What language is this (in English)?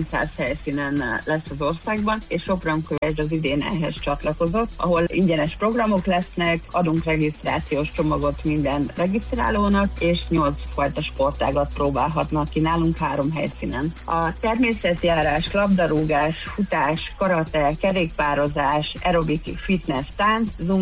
Hungarian